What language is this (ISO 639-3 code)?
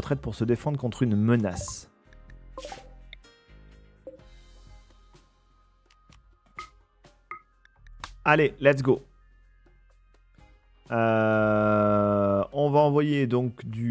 fra